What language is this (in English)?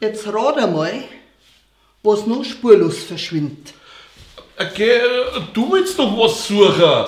Bavarian